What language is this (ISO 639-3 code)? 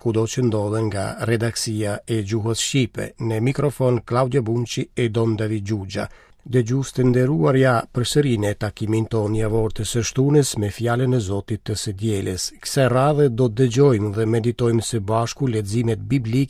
sqi